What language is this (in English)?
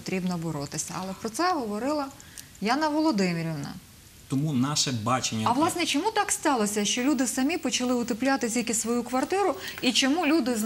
Ukrainian